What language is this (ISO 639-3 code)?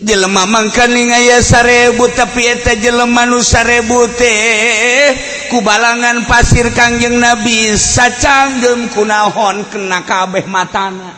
sun